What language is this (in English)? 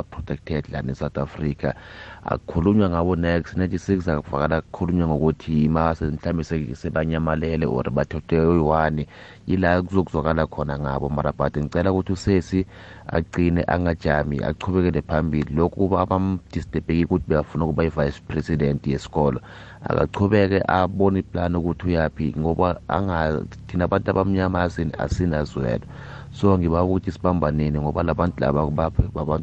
South Ndebele